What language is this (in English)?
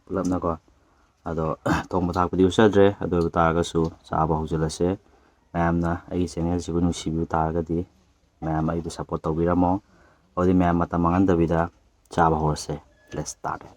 Manipuri